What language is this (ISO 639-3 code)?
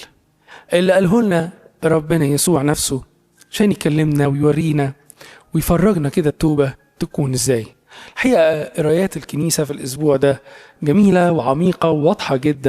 arz